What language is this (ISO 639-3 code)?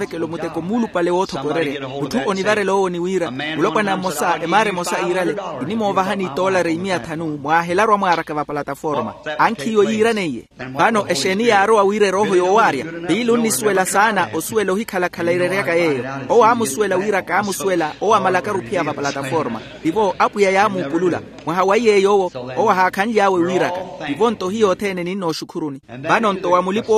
vmw